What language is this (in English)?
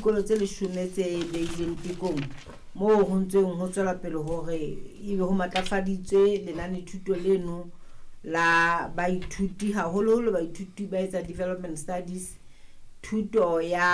Southern Sotho